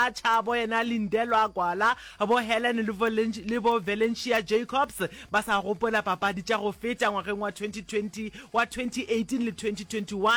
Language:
Northern Sotho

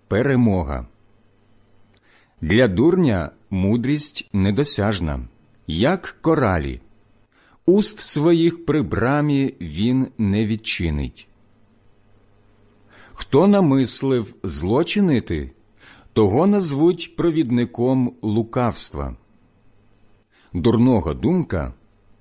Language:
Ukrainian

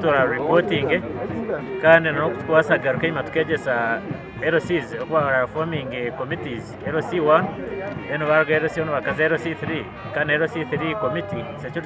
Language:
Nyankole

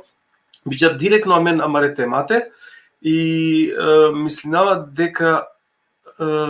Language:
Balkan Romani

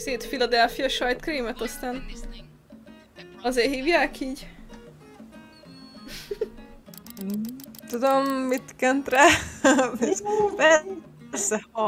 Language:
Hungarian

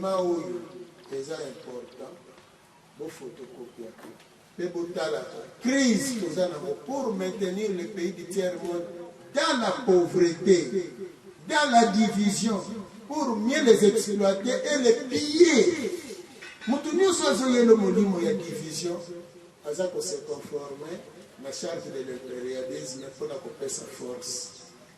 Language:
Lingala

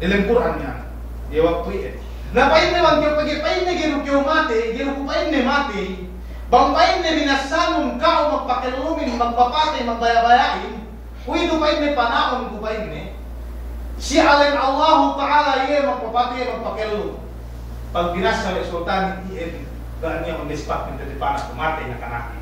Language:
Yakan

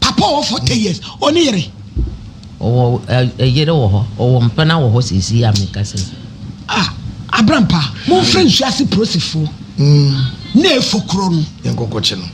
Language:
Akan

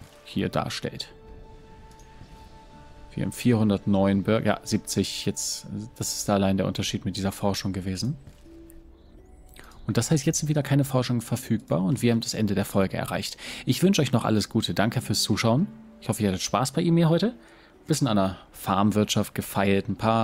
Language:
German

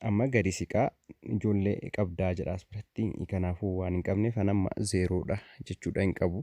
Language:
Oromo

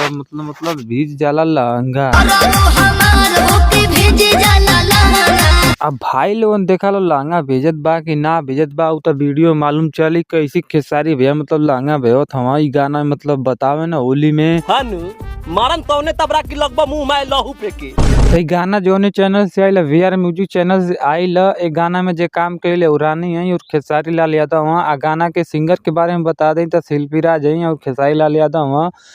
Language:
Bhojpuri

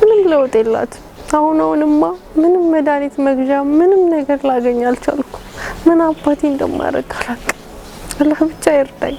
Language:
Amharic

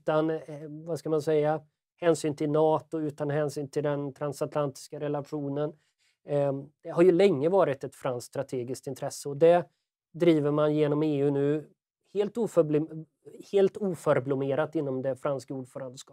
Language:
Swedish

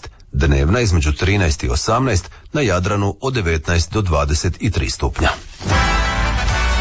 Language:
Croatian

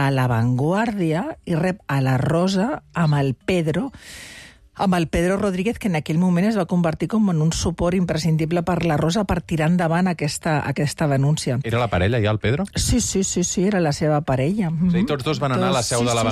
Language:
Catalan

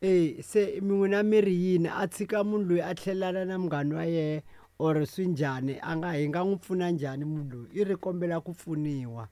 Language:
Tsonga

